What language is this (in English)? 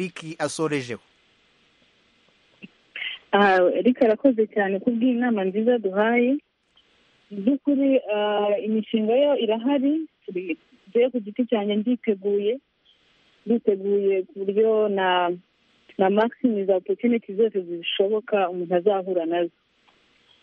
Kinyarwanda